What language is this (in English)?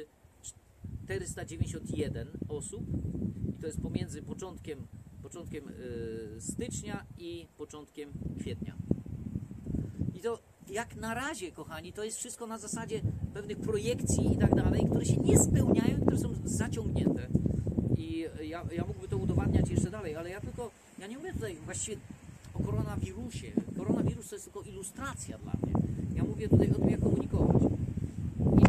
Polish